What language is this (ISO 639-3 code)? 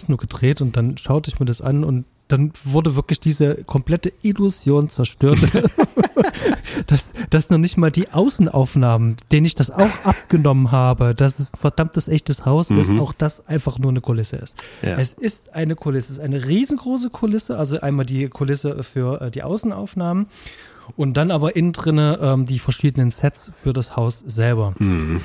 deu